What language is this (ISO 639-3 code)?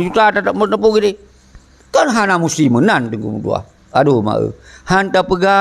ace